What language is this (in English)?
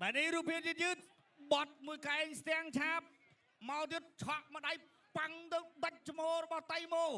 Khmer